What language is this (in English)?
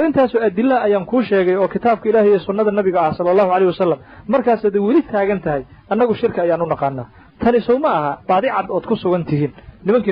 Somali